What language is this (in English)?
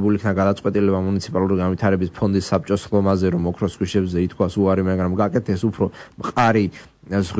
Georgian